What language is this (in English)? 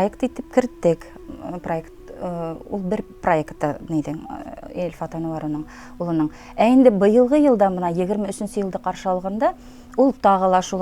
Bashkir